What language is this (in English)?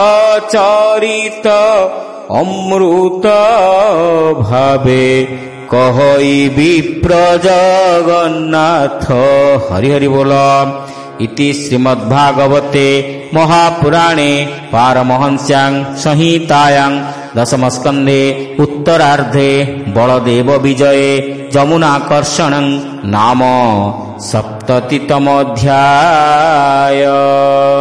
Odia